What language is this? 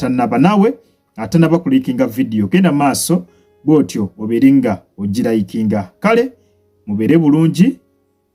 Ganda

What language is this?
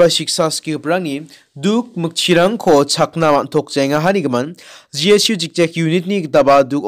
Garo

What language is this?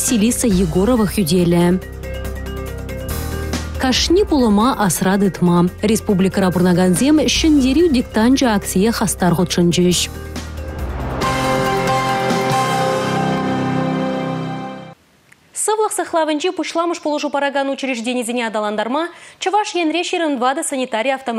Chuvash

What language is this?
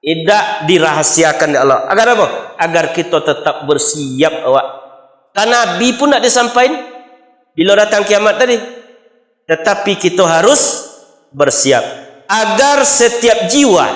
Minangkabau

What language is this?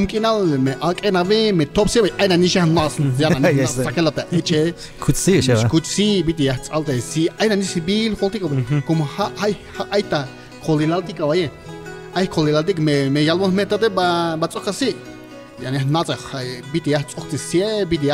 Tzeltal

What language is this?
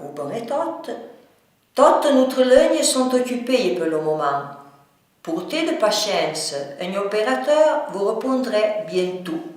Arpitan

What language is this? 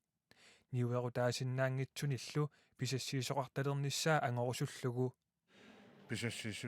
Kalaallisut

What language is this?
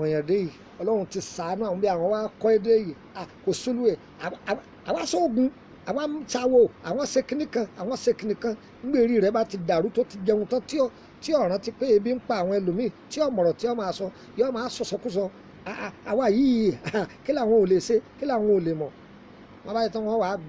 Yoruba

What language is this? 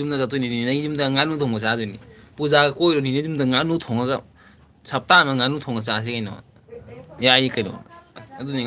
Manipuri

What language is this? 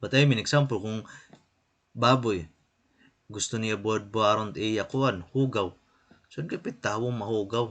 Waray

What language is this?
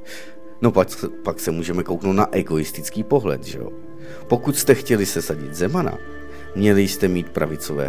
Czech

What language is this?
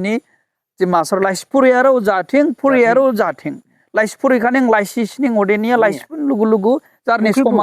Dimasa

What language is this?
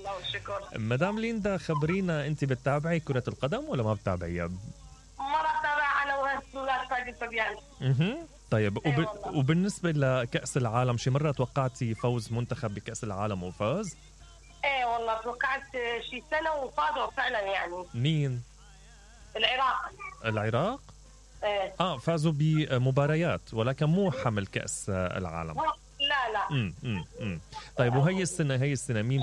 Mesopotamian Arabic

